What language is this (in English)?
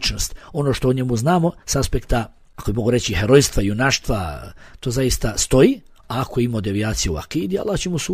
Bosnian